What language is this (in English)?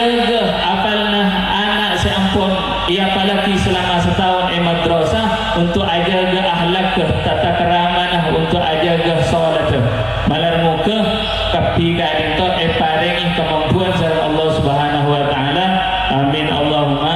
Madurese